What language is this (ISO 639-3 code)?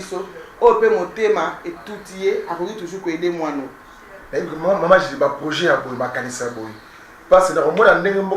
lin